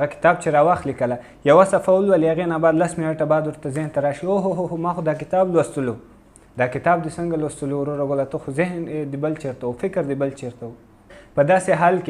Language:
Pashto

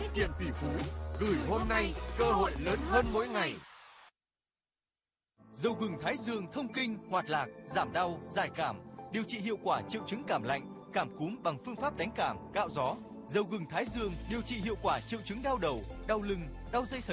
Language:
Vietnamese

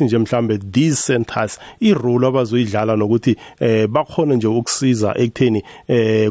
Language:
South Ndebele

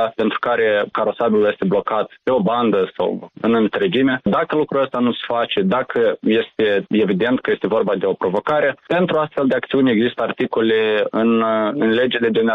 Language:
Romanian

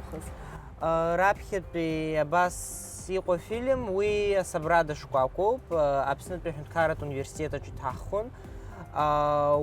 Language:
Abkhazian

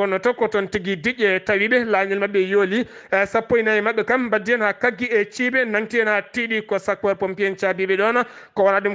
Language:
Fula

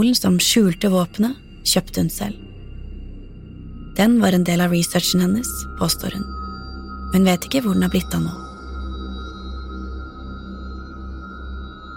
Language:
Norwegian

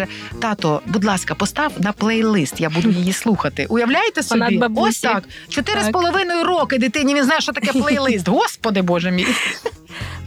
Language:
Ukrainian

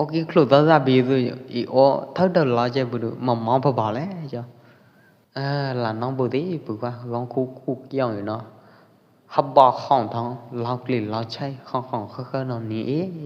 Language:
Pwo Eastern Karen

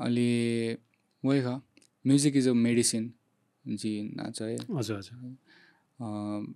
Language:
Newari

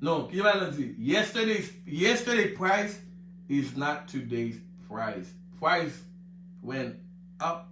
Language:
Haitian Creole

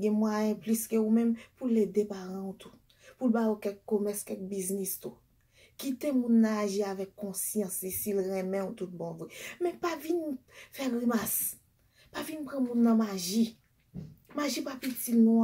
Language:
Haitian Creole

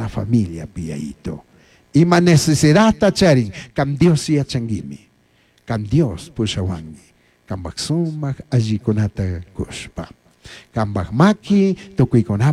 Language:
Chimborazo Highland Quichua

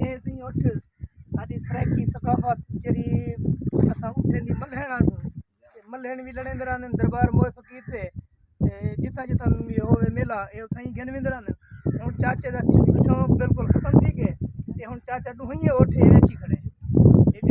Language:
Saraiki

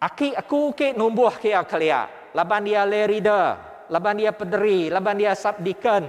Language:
Iban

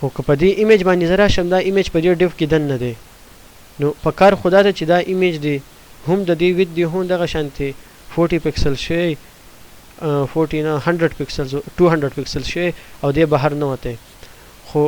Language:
Pashto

